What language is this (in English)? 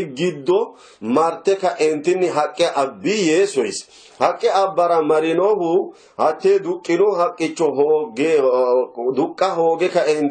Sidamo